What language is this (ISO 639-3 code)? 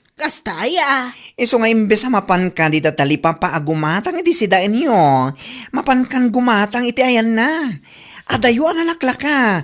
ilo